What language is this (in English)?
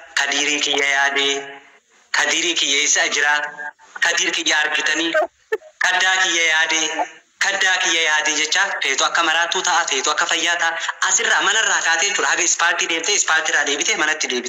Oromo